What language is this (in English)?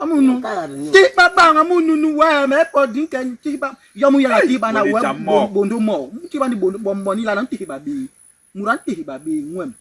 Basaa